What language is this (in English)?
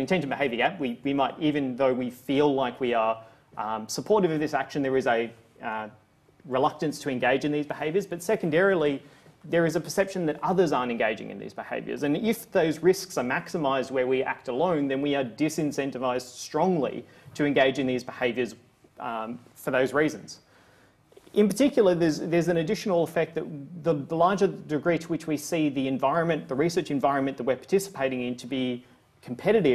English